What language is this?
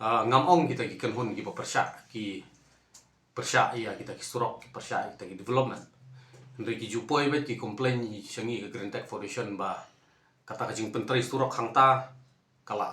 Khasi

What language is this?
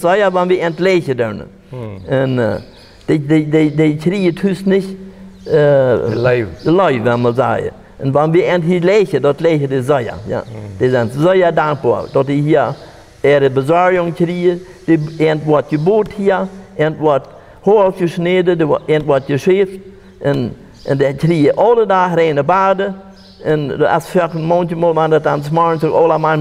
Plautdietsch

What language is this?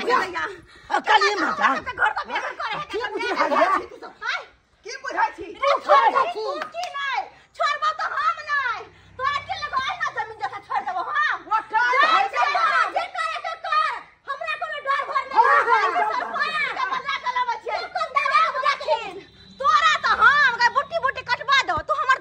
Maithili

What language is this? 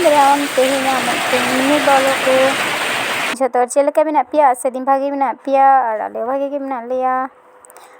Santali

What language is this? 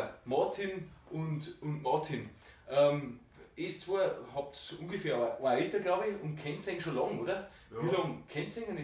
Bavarian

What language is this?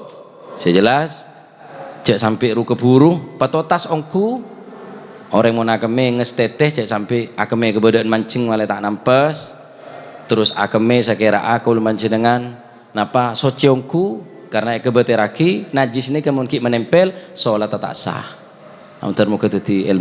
Madurese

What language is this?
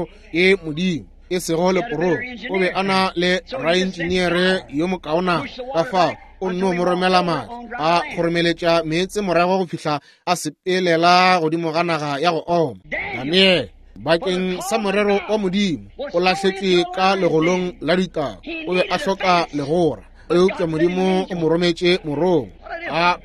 Northern Sotho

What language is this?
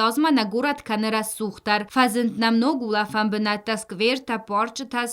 Ossetic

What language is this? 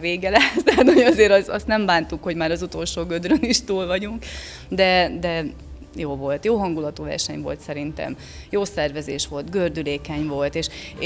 Hungarian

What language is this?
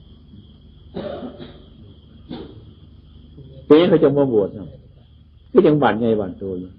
Northeastern Thai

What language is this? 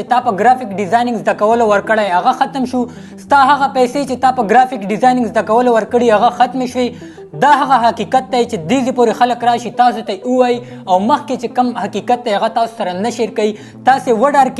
Pashto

